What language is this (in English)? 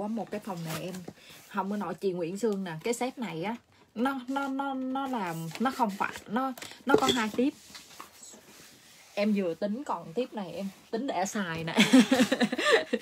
Vietnamese